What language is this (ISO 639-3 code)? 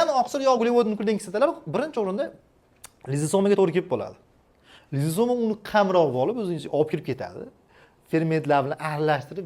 uzb